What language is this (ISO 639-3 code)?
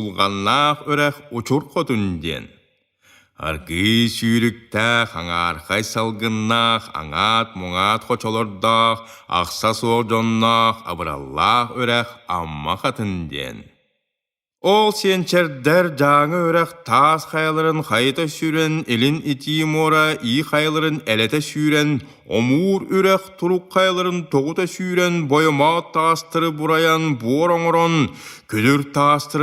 sah